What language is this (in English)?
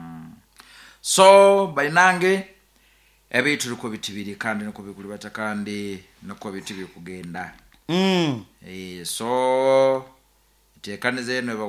Nyoro